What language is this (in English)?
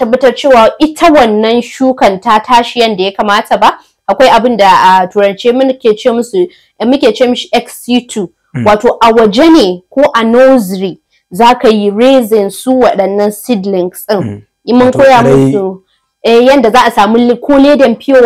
Hausa